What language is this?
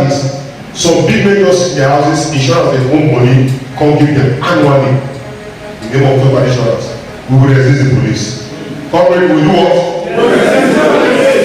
Nigerian Pidgin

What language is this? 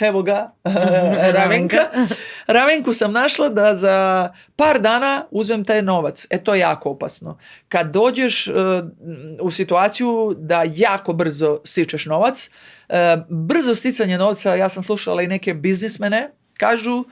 Macedonian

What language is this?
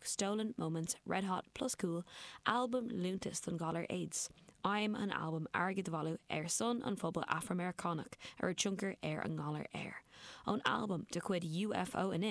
Irish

